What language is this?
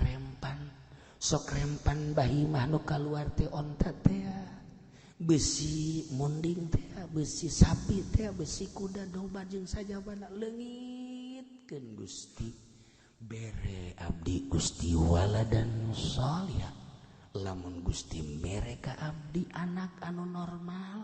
Sundanese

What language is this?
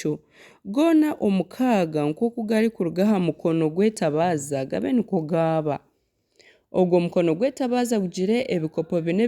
Nyankole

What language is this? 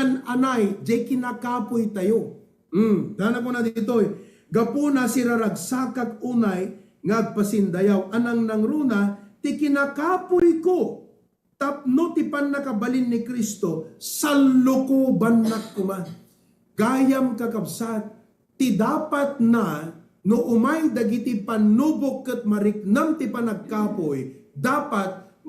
Iloko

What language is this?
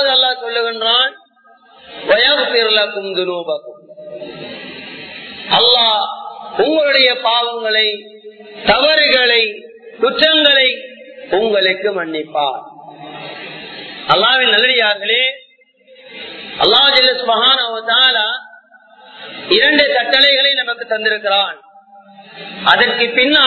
Tamil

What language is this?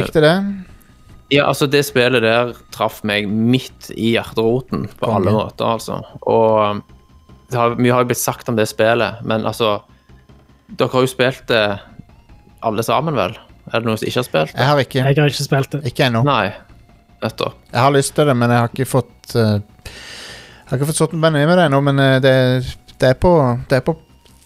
Norwegian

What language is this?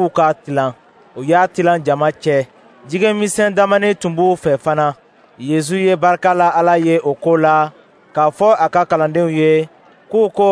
Dyula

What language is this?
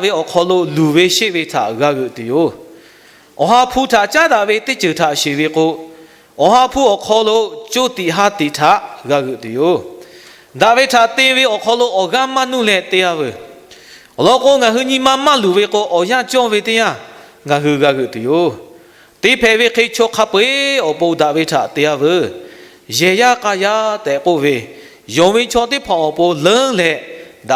Lahu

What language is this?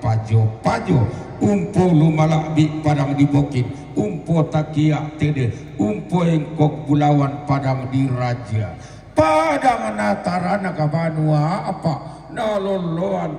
Toraja-Sa'dan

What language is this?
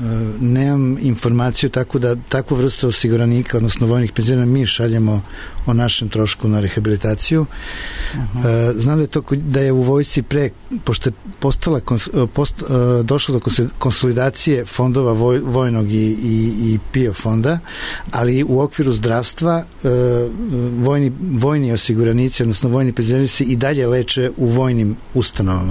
Serbian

